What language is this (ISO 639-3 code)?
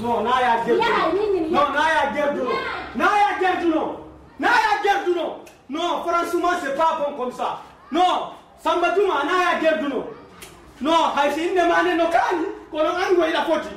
ful